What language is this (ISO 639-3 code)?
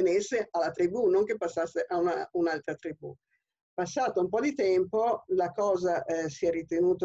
ita